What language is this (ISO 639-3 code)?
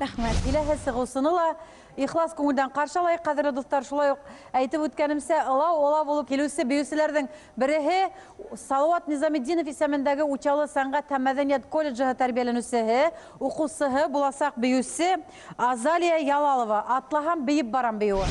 bak